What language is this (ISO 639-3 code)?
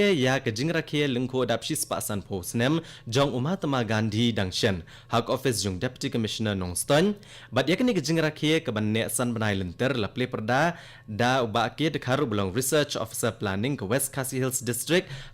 kha